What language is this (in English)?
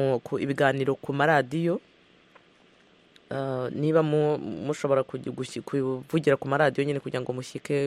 Kinyarwanda